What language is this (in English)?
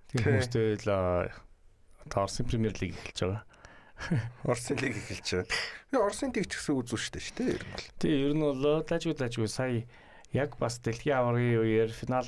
Mongolian